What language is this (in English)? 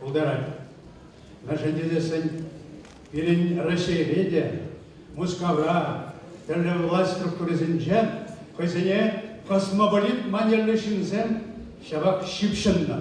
Chuvash